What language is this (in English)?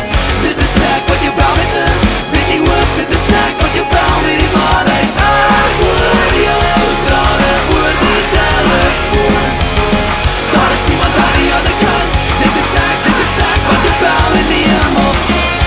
Afrikaans